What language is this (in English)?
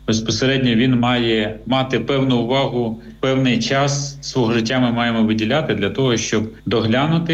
Ukrainian